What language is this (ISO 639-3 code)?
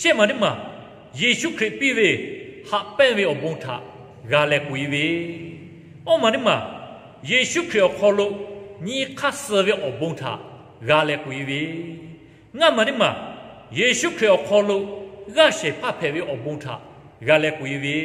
lhu